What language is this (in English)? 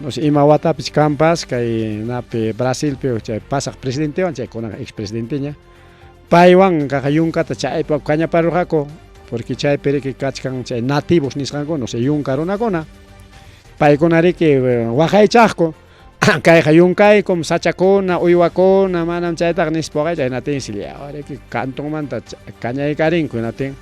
Ayacucho Quechua